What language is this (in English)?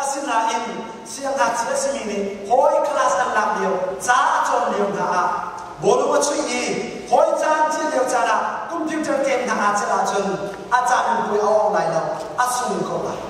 Hakha Chin